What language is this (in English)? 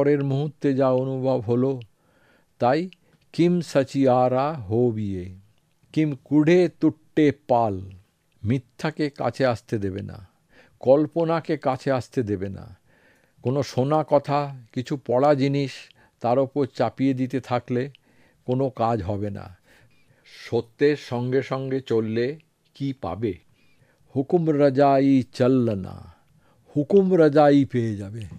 Bangla